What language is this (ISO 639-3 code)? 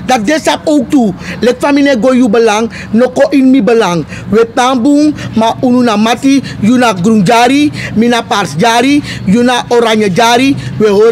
srn